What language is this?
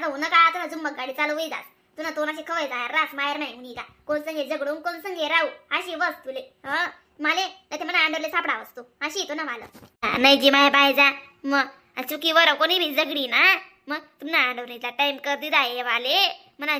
Khandesi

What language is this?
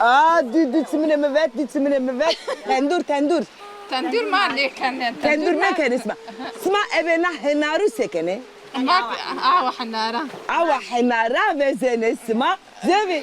Zaza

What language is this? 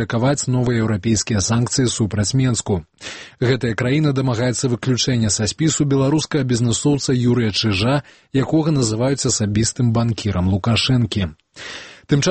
Belarusian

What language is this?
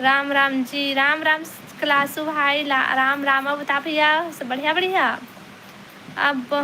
Chhattisgarhi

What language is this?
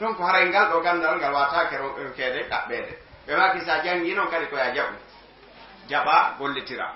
Fula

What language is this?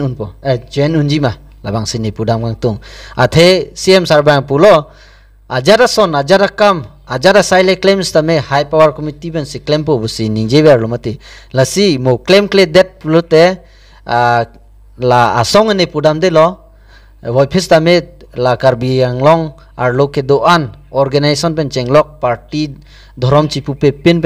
Karbi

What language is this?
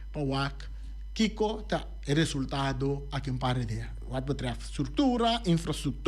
Papiamento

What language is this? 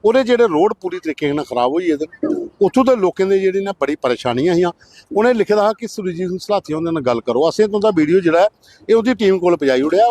Dogri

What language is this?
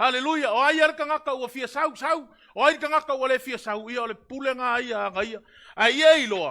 Samoan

